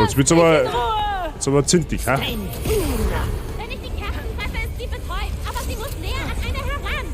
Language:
Bavarian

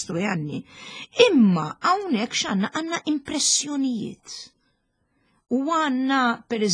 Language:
Maltese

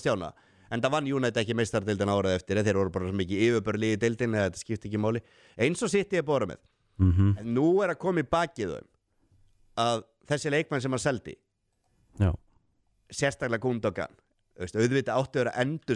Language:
Icelandic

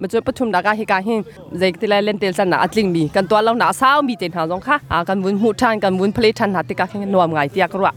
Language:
Hakha Chin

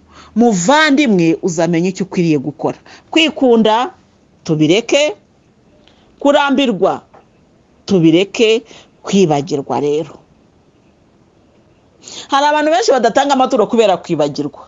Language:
Kinyarwanda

